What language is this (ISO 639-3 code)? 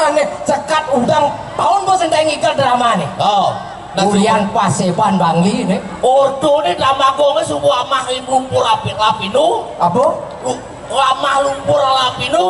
ban